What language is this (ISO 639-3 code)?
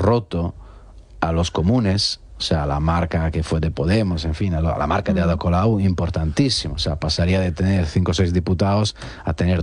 spa